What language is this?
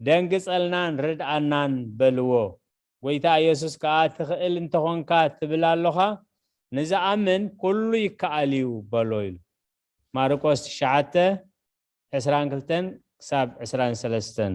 Tigrinya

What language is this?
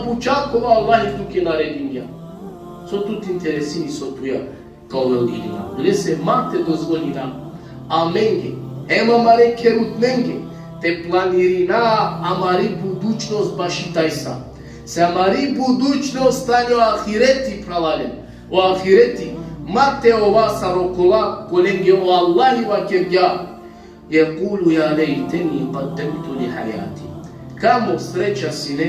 Balkan Romani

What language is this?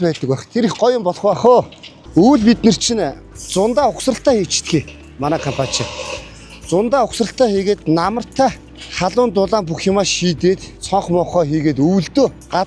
Mongolian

